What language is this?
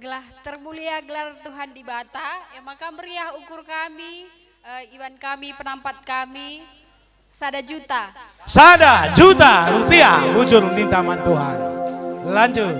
Batak Karo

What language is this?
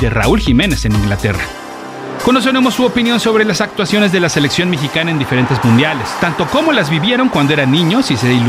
Spanish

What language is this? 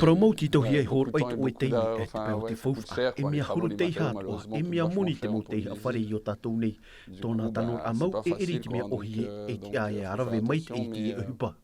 Tahitian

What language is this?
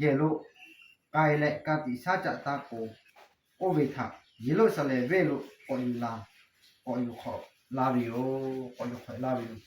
Lahu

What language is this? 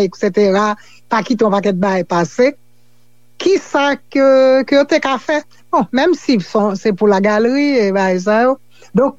Haitian Creole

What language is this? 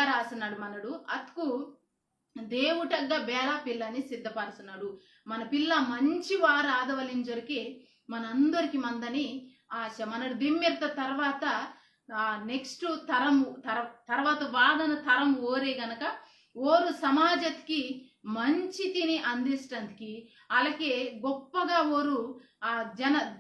Koya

